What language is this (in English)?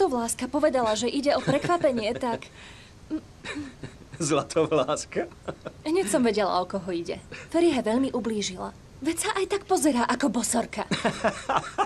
Slovak